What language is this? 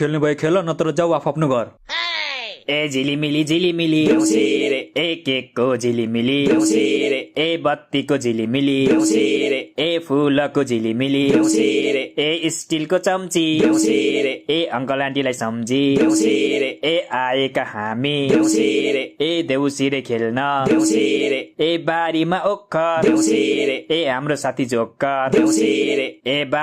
Nepali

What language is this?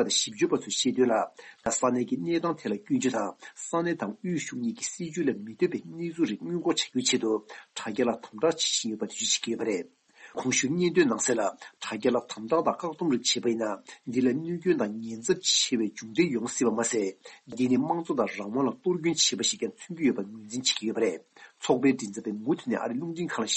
Tibetan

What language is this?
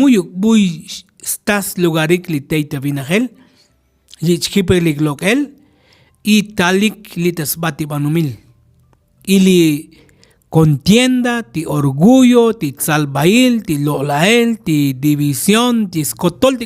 Tzotzil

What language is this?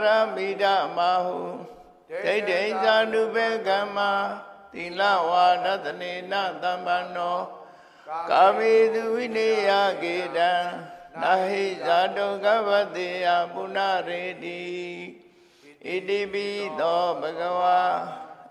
Burmese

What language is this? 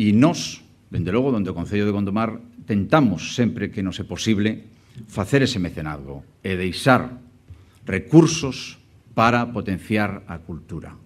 Galician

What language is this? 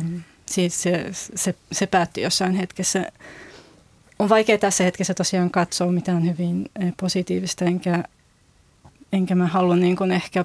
Finnish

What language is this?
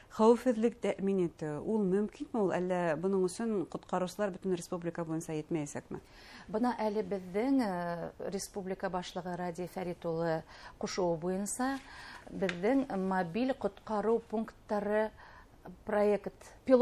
Bashkir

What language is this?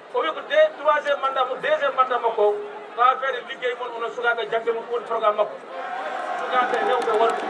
Fula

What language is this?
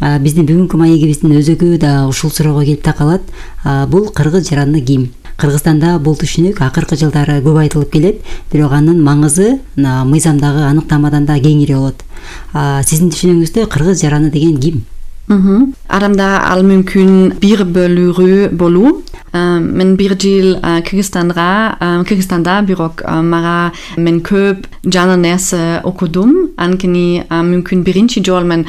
Kyrgyz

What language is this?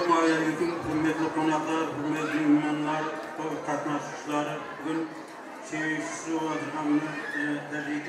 Kara-Kalpak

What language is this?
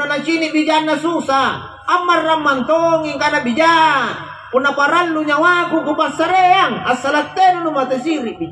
Makasar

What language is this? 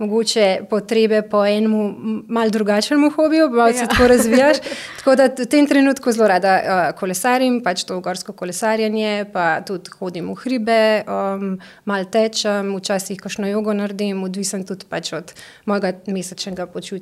Slovenian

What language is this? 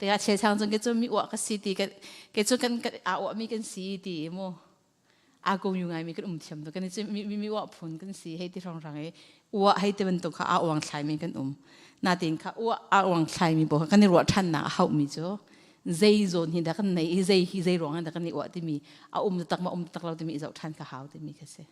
Hakha Chin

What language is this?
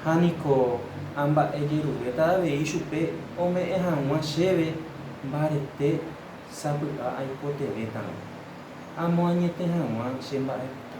Guarani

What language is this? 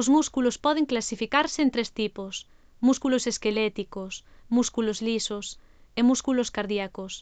Galician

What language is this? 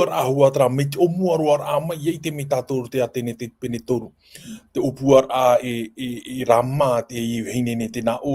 Tahitian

